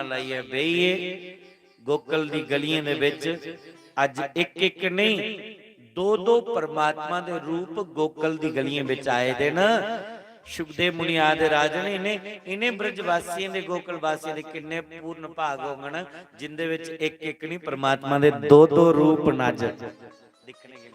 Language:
Dogri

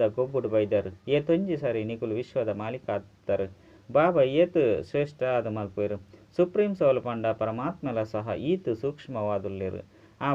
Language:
Tulu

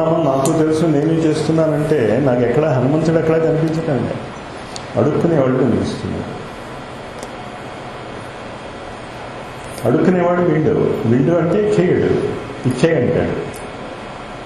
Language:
Telugu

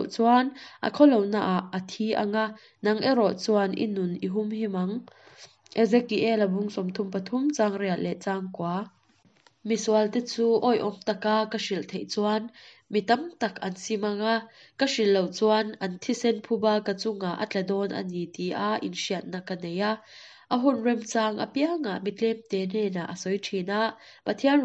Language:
Mizo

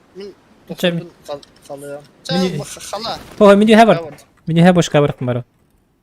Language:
Yakut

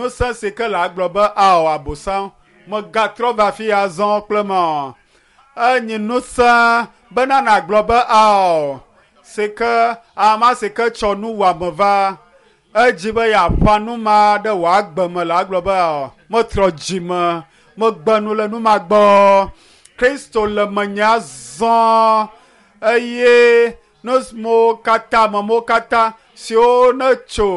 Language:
Ewe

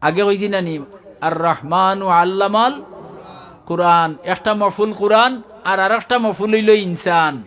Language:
Sylheti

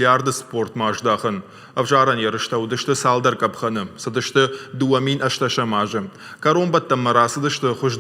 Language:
Ossetic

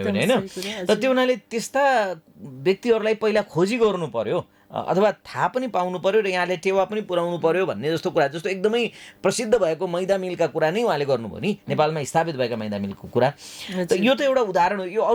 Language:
Nepali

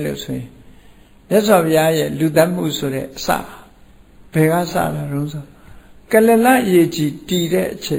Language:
Burmese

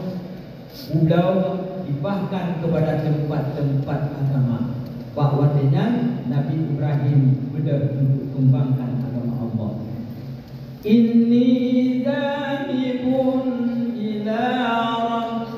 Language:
Achinese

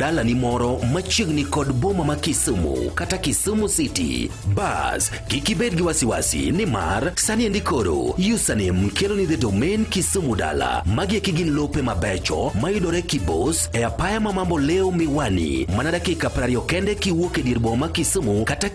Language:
Luo (Kenya and Tanzania)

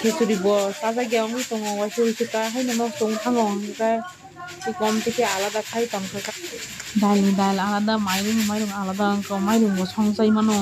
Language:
Kok Borok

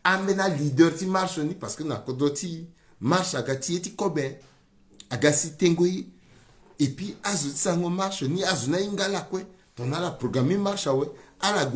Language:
Sango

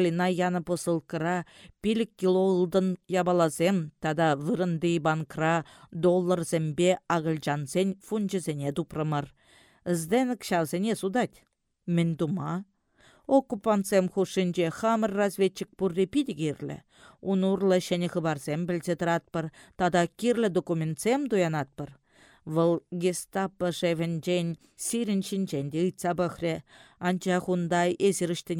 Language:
Chuvash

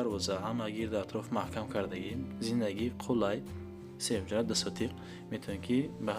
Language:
Tajik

